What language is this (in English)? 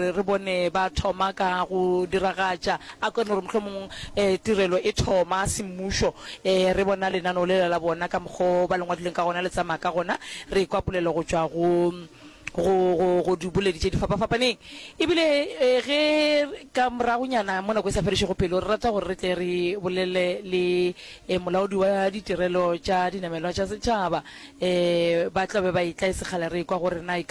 Northern Sotho